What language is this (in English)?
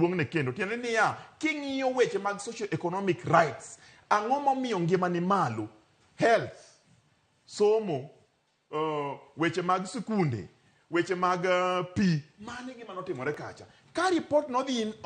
Luo (Kenya and Tanzania)